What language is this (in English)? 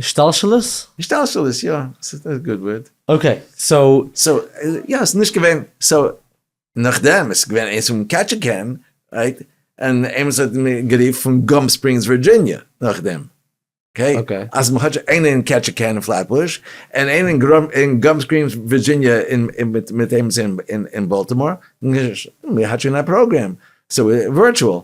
Yiddish